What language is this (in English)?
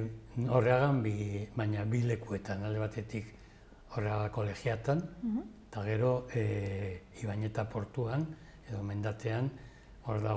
Basque